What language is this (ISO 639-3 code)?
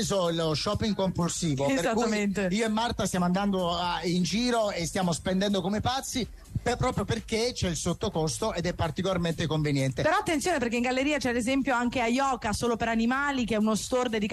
ita